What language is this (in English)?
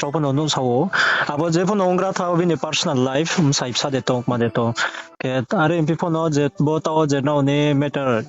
Riang (India)